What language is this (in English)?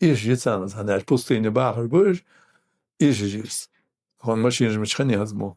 Ingush